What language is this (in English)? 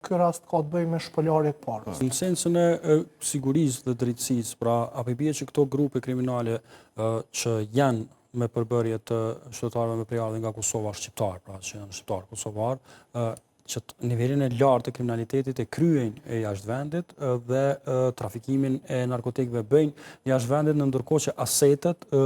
Albanian